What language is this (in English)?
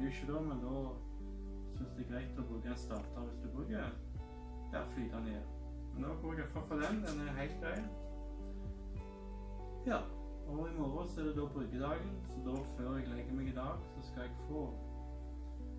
Norwegian